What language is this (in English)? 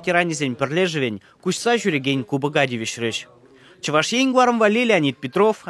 Chuvash